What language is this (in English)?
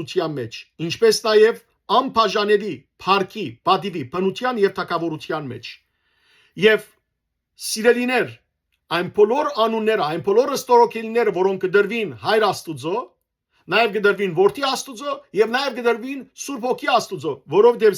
Western Armenian